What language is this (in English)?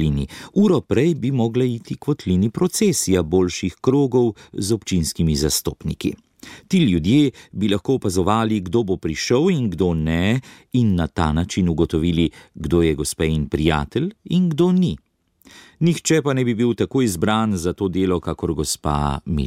Slovenian